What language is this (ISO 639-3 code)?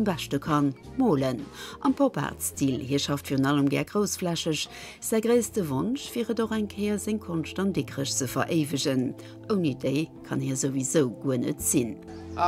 ltz